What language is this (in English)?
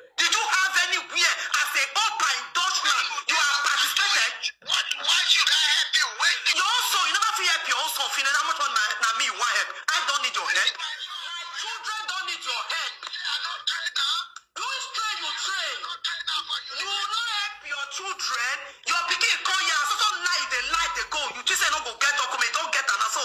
Nigerian Pidgin